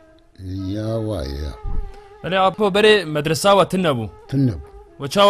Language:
Kurdish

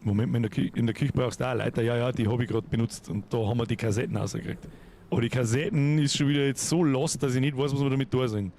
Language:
Bavarian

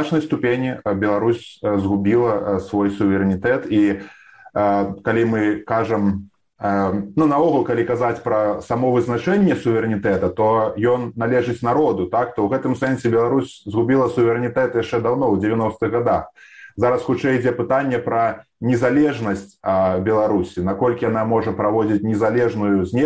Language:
Belarusian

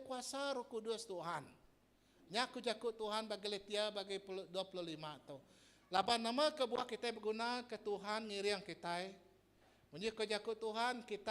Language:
Iban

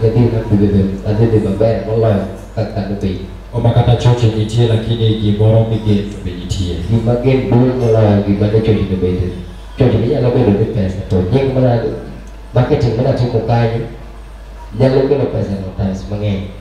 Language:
Luo (Kenya and Tanzania)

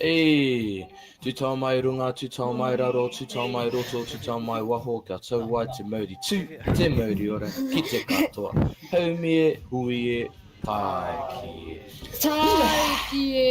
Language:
Māori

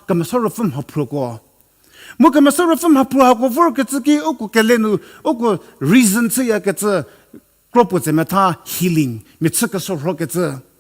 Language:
Angami Naga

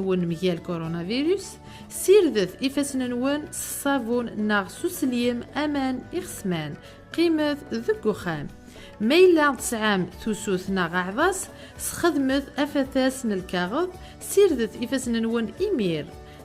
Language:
Kabyle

